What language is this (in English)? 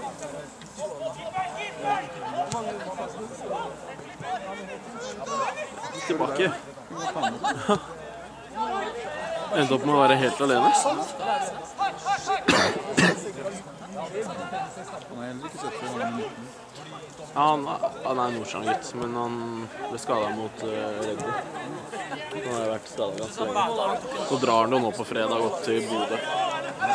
Norwegian